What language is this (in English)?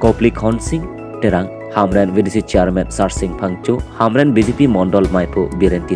Karbi